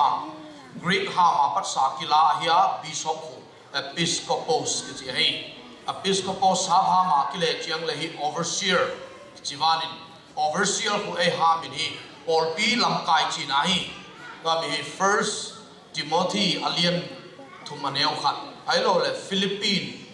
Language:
Tedim Chin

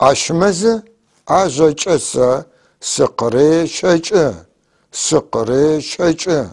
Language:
North Levantine Arabic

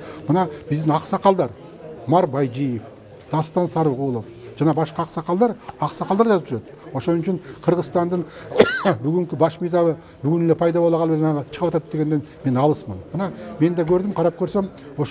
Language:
Kyrgyz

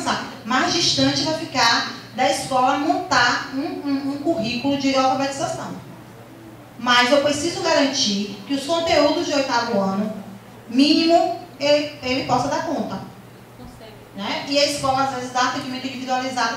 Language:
Portuguese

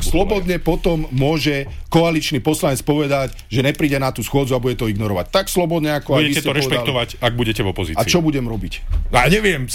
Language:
Slovak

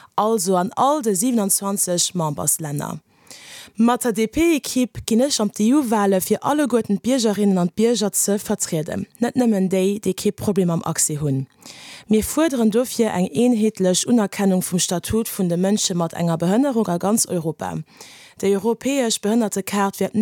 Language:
Luxembourgish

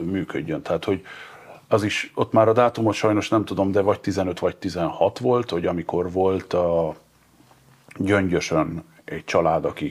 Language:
Hungarian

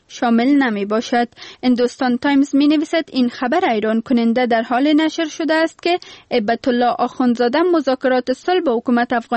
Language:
Persian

